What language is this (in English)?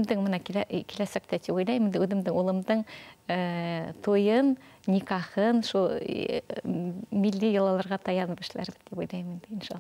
Bashkir